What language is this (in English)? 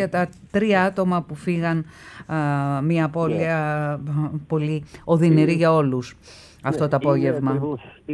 Greek